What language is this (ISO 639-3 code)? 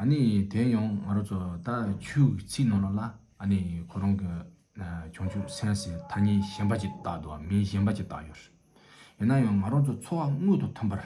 bod